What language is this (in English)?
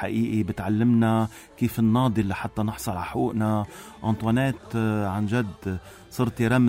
North Levantine Arabic